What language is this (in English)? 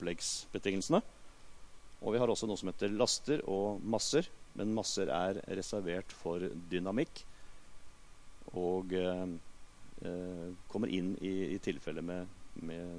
Norwegian